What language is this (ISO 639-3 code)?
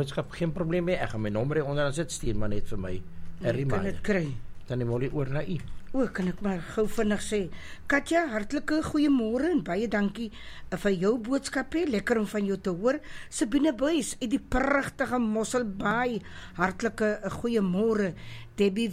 afr